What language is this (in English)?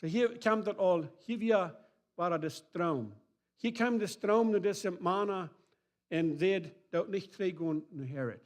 Plautdietsch